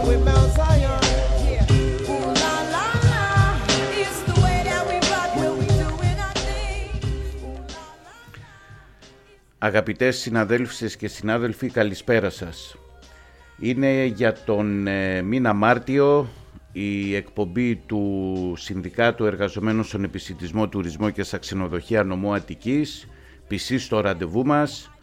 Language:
Greek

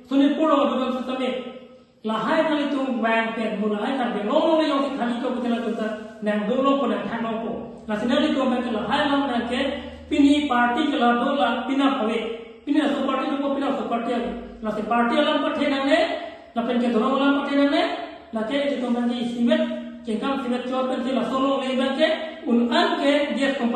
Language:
Karbi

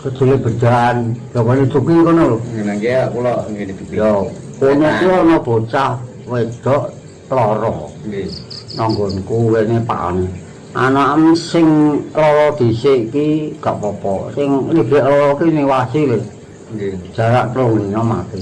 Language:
Javanese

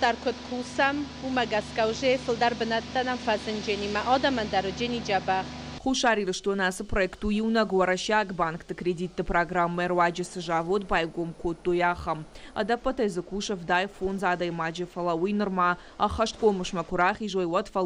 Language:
Ossetic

